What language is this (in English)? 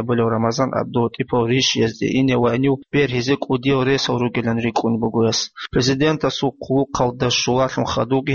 Avaric